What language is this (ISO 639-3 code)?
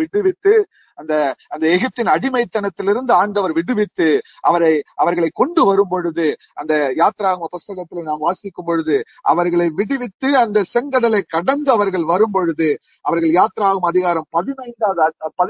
tam